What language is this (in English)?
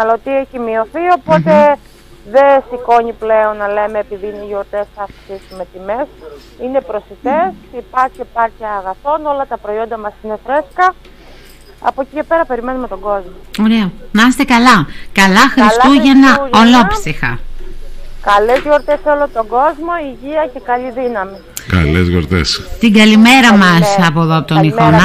Greek